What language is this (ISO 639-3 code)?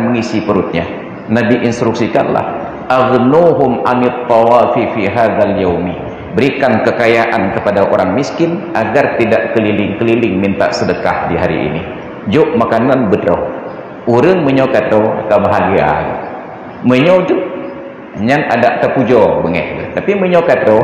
ace